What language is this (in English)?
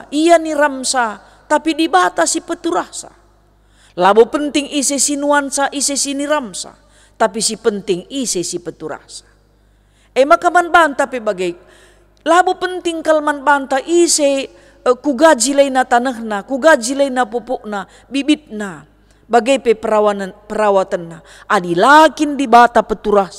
Batak Karo